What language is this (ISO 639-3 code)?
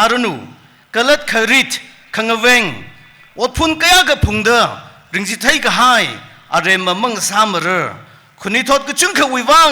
nmf